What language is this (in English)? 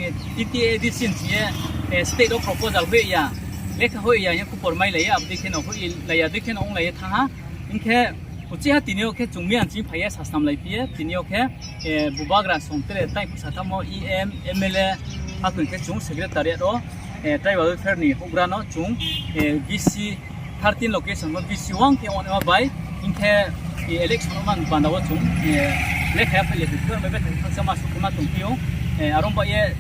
Riang (India)